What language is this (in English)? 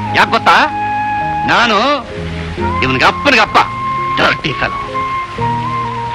Kannada